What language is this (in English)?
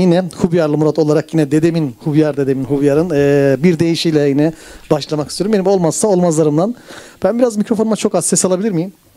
Turkish